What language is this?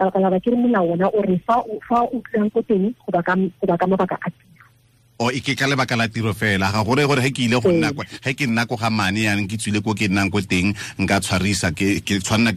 Tswana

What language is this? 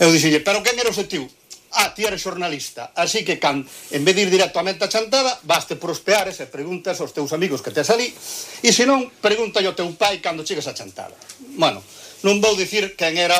Galician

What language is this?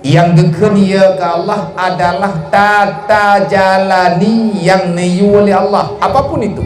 Achinese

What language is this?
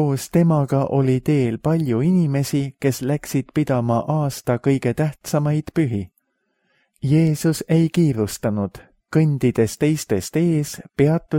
Estonian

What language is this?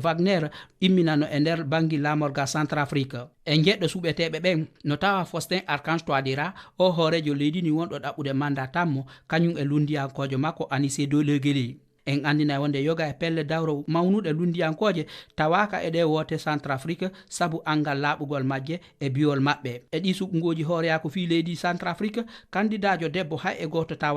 Fula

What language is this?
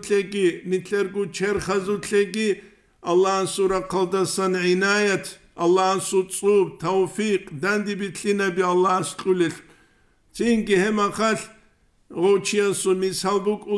Avaric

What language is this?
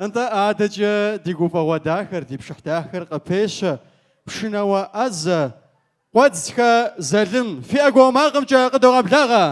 Kabardian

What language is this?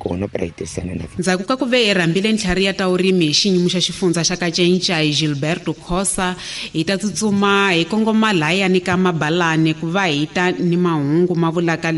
Tsonga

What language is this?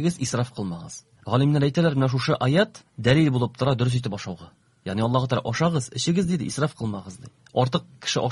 Tatar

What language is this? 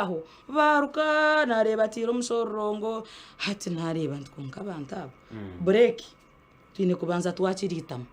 Nyankole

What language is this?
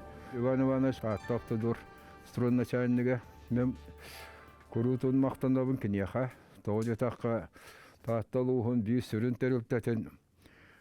Yakut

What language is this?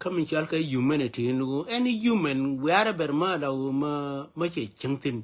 Nuer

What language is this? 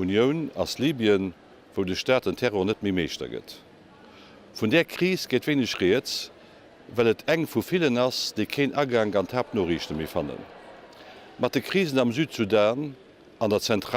Luxembourgish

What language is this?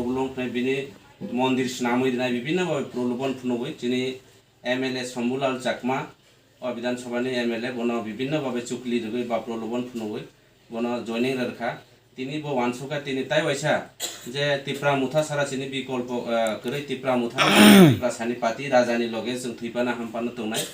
Kok Borok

